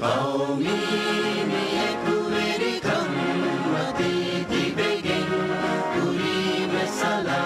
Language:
Divehi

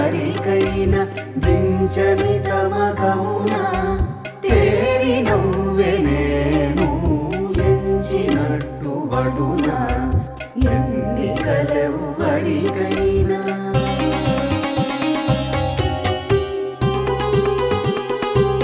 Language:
Telugu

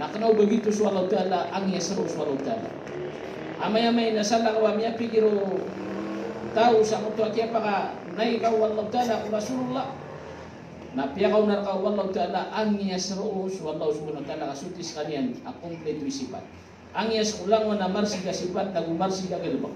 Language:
Maranao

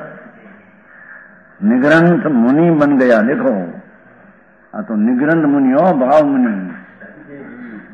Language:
Gujarati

